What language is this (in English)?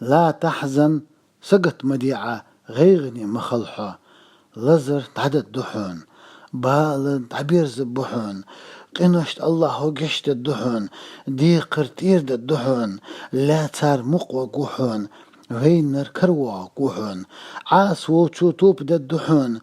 Chechen